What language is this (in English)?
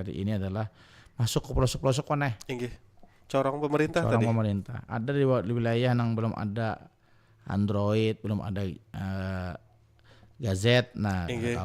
Banjar